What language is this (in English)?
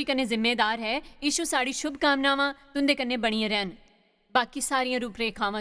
Dogri